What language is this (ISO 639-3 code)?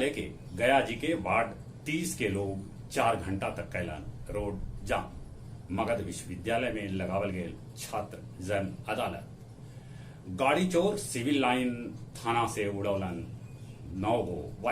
mag